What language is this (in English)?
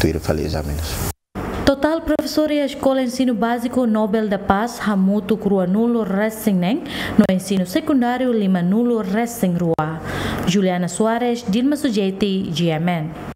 Tetum